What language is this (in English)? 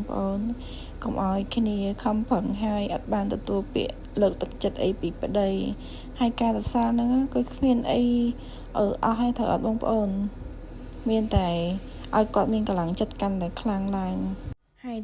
Khmer